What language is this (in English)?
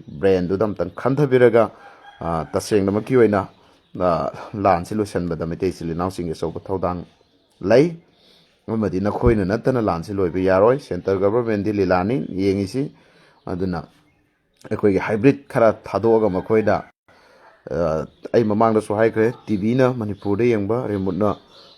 Manipuri